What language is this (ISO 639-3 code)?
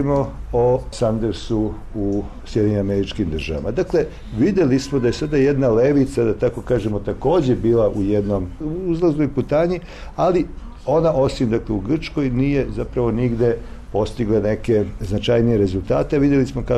srp